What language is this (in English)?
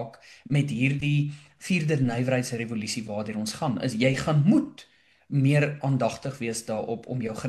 Afrikaans